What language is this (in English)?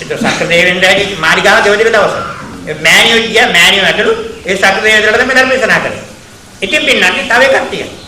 Sinhala